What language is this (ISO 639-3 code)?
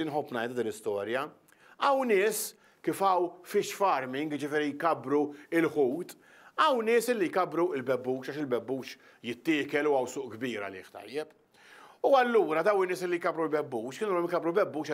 mlt